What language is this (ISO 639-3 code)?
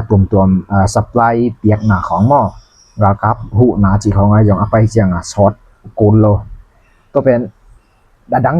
ctd